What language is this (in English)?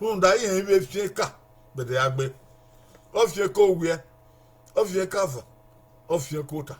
Bini